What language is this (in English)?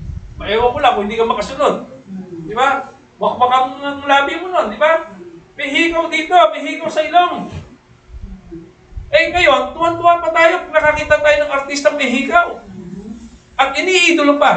Filipino